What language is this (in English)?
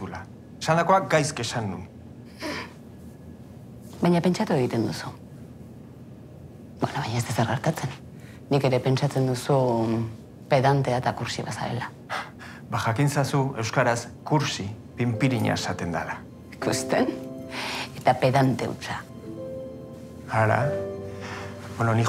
Basque